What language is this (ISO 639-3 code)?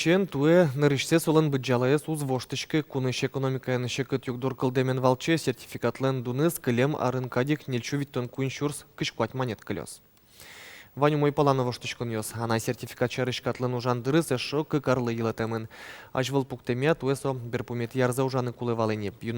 udm